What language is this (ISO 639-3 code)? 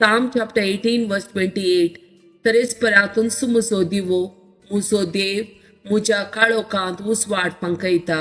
kok